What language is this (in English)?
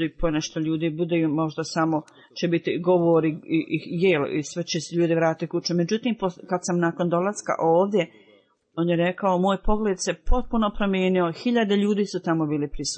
Bosnian